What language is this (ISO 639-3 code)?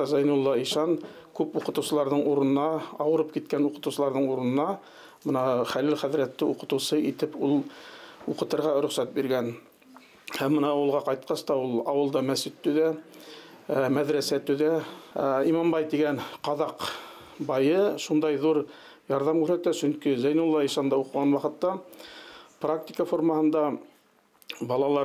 bak